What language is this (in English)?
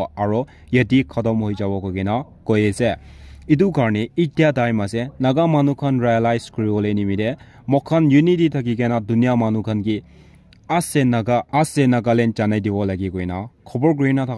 Naga Pidgin